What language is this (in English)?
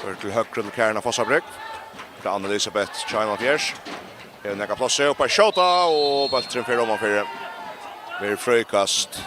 Faroese